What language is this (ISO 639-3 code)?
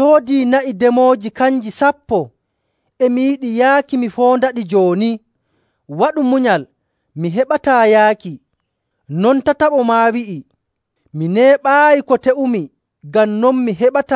fuv